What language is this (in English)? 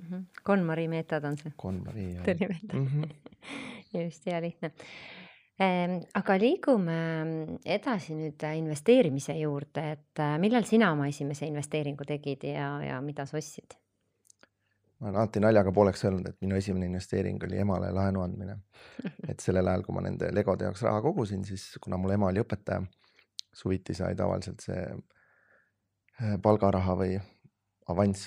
Estonian